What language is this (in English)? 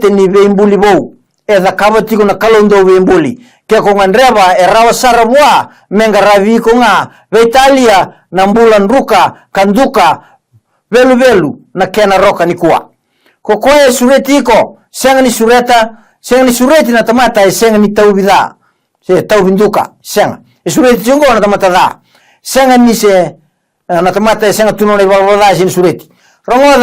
Fijian